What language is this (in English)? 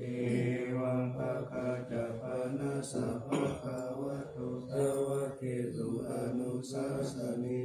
Pali